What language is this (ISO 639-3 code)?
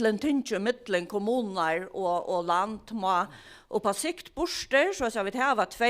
fao